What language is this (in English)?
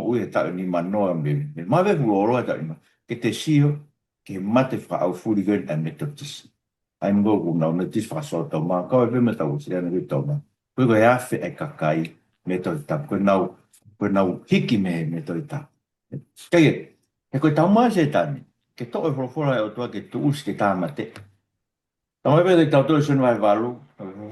Tongan